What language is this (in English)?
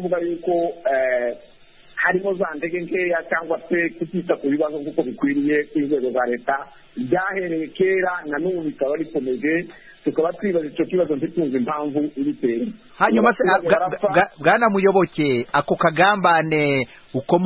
Kinyarwanda